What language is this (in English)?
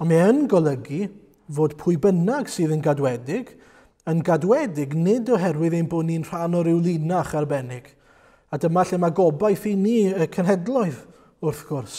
Welsh